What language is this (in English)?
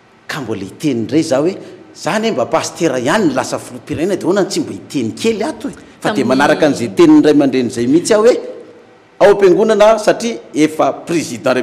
Malagasy